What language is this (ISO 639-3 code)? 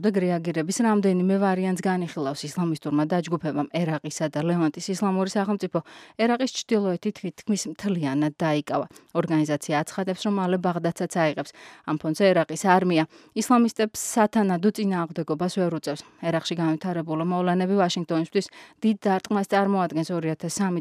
kat